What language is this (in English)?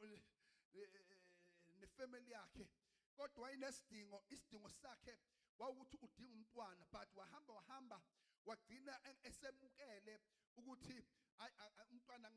Zulu